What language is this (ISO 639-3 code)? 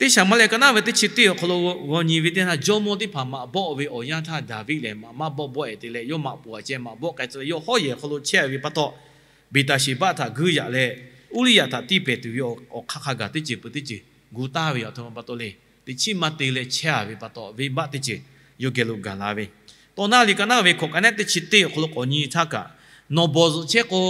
lhu